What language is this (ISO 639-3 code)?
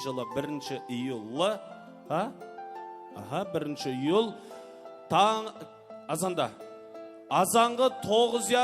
kaa